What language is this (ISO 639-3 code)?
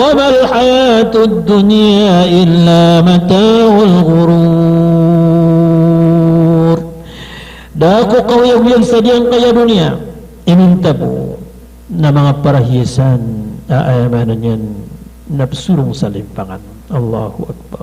mrw